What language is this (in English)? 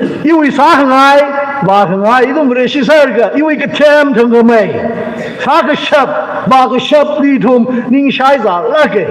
Tangkhul Naga (India)